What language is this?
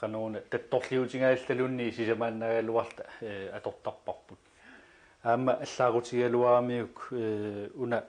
Kalaallisut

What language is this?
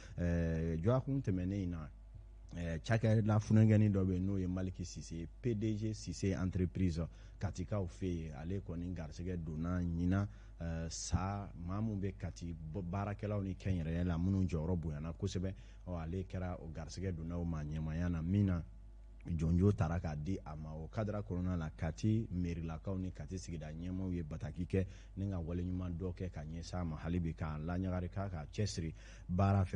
Bambara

